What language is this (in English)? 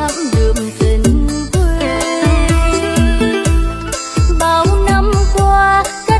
Vietnamese